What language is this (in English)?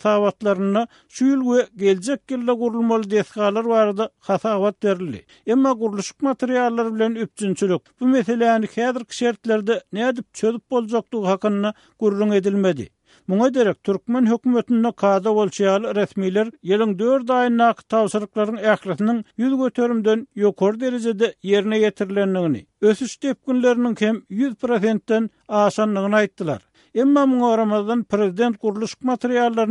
Turkmen